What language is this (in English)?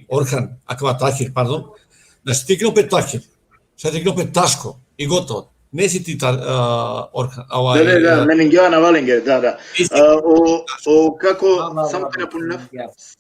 Balkan Romani